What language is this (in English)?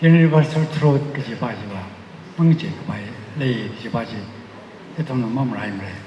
Tangkhul Naga (India)